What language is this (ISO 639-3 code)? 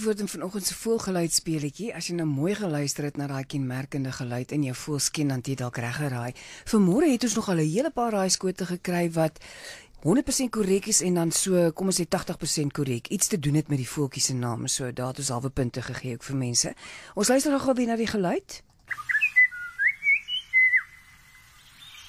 afr